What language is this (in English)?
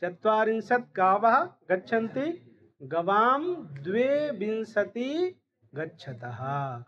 Sanskrit